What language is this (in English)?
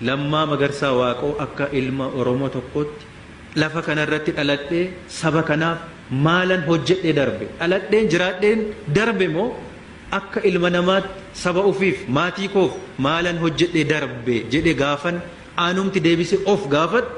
Oromo